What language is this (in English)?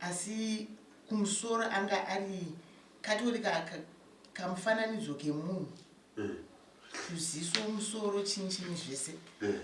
Shona